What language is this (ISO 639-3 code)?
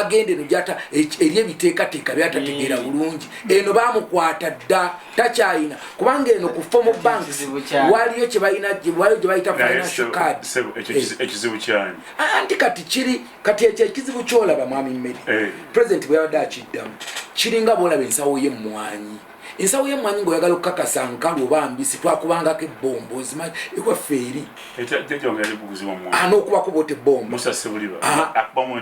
lug